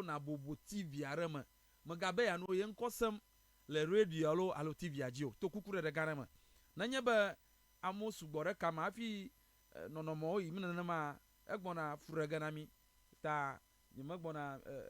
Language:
Ewe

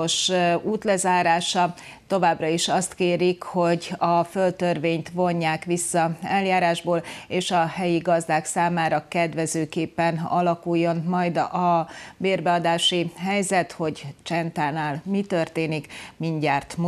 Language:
Hungarian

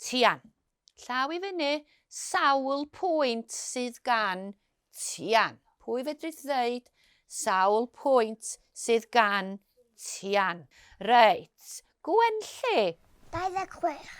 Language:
Welsh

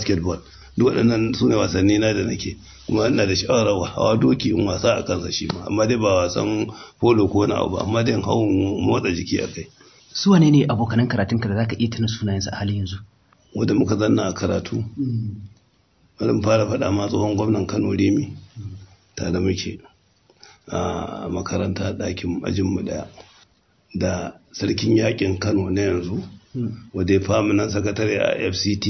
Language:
Hausa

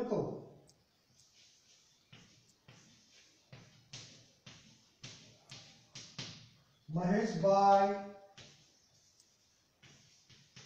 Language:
Gujarati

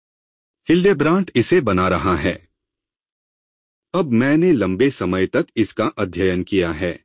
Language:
Hindi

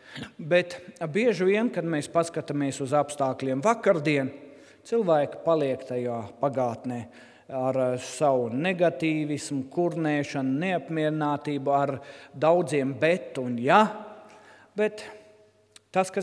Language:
Latvian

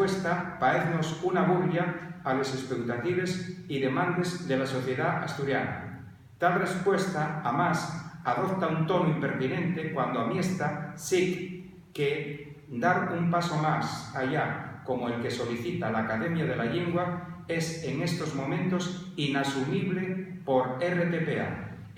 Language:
Asturian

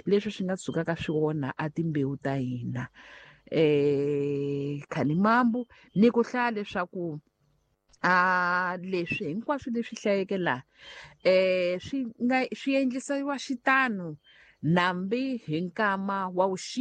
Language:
Tsonga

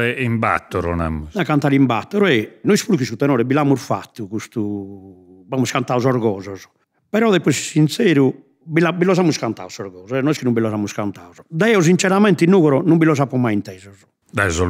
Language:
Sardinian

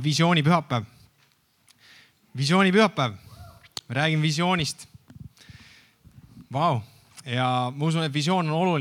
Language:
Estonian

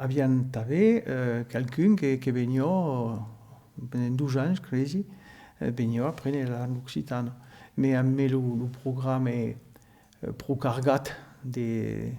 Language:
Occitan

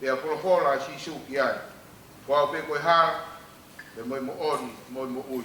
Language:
Tongan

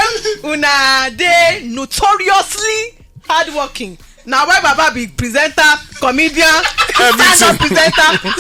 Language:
Nigerian Pidgin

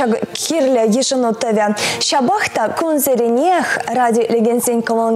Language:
Chuvash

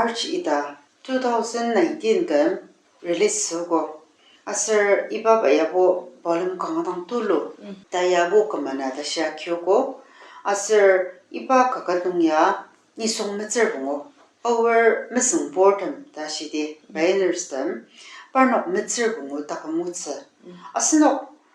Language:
Ao Naga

